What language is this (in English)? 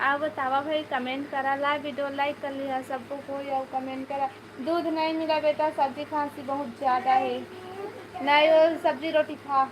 Chhattisgarhi